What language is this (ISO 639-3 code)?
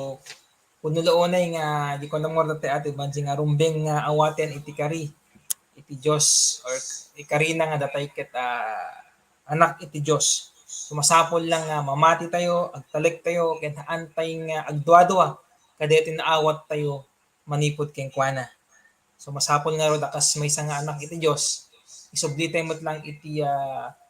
ilo